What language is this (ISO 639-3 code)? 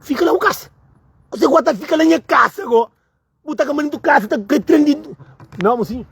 kea